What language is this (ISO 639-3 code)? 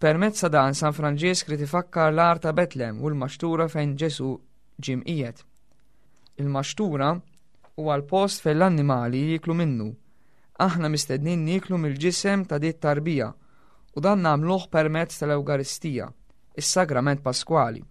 mlt